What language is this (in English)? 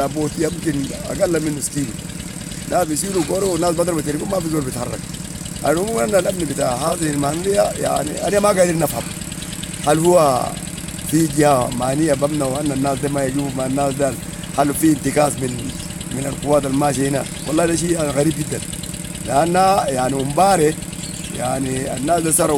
Sudanese Arabic